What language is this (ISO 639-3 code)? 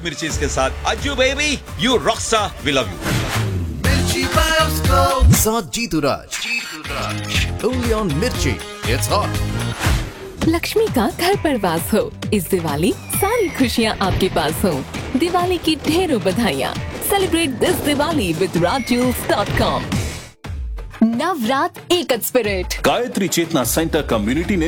hin